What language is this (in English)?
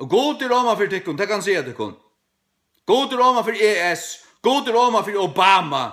Faroese